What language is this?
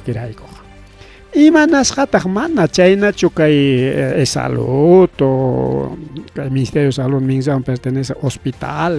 Ayacucho Quechua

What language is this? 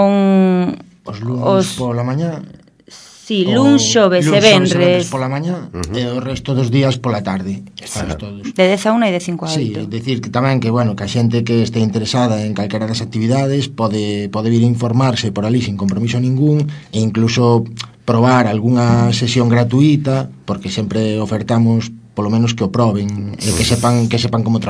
Galician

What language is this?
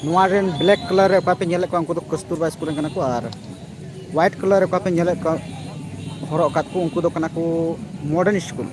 Santali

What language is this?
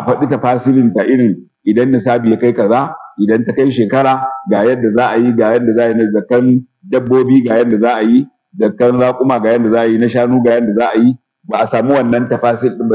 Hausa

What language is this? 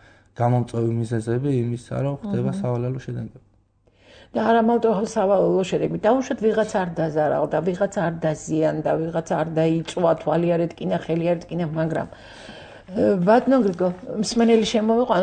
Georgian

